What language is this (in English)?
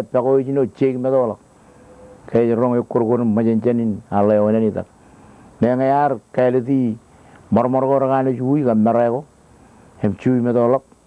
Marshallese